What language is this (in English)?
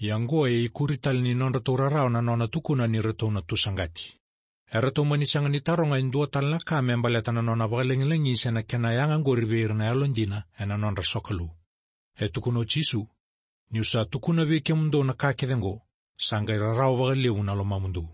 Fijian